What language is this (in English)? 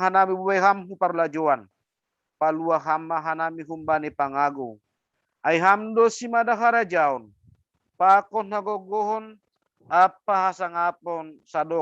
Batak Simalungun